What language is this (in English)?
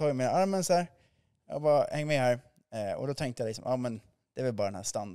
Swedish